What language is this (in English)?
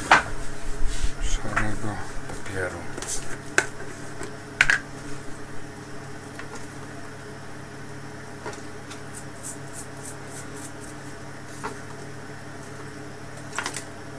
Polish